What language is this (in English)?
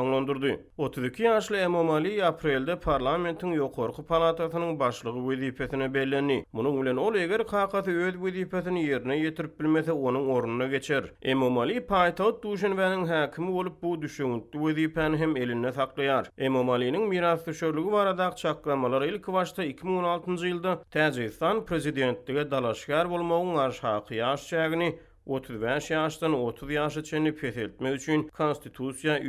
Turkmen